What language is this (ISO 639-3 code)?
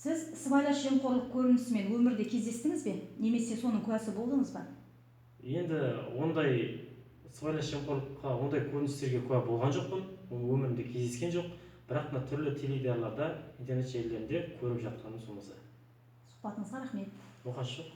kaz